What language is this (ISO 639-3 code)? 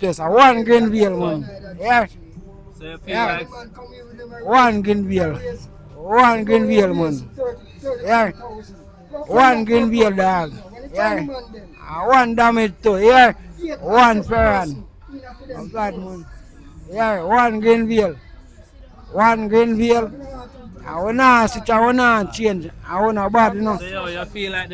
jam